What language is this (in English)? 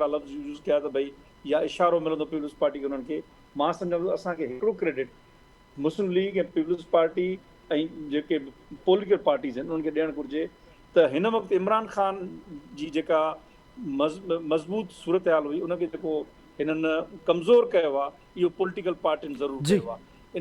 Sindhi